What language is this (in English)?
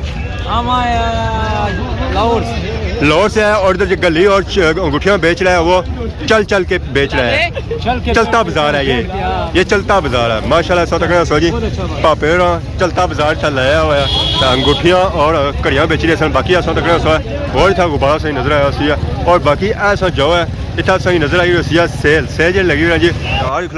Pahari-Potwari